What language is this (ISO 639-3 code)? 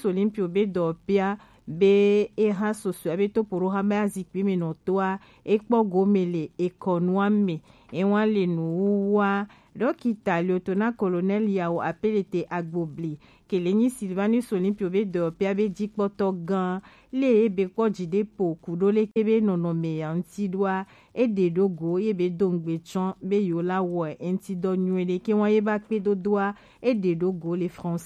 gej